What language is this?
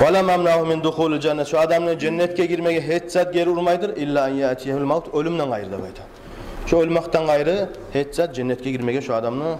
Kumyk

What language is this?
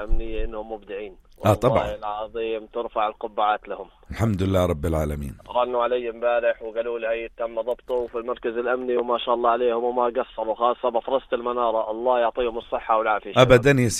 North Levantine Arabic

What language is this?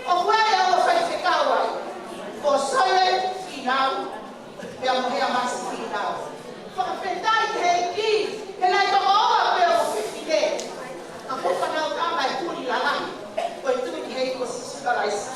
Tongan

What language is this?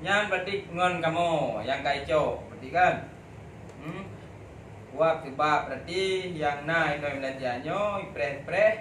Achinese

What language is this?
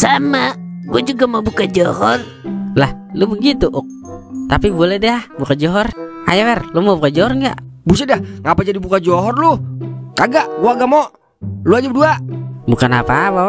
Betawi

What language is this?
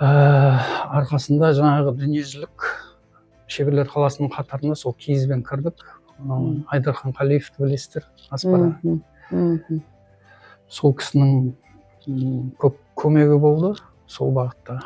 Kazakh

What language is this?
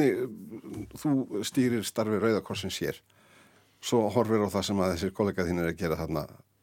Icelandic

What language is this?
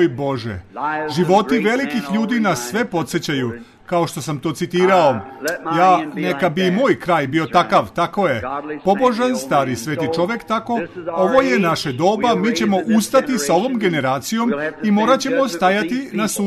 Serbian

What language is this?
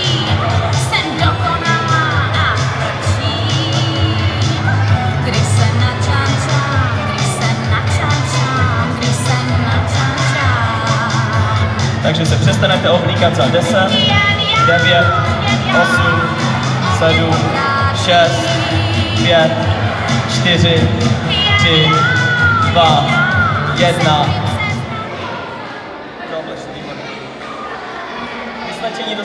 Czech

